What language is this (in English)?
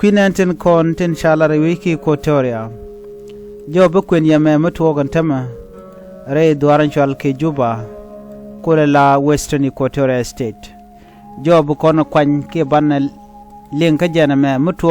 Nuer